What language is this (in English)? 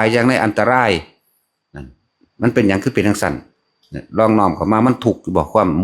Northeastern Thai